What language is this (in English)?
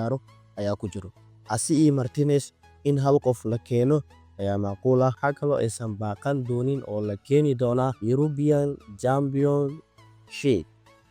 Somali